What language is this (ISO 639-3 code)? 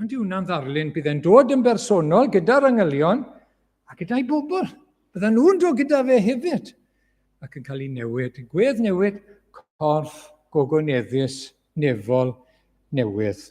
cym